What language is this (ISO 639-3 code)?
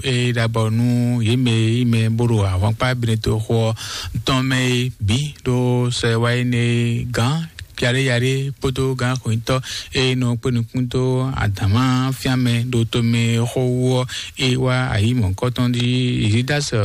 fon